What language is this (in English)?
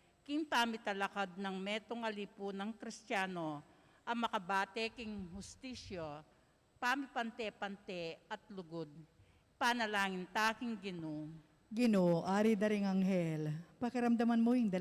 Pampanga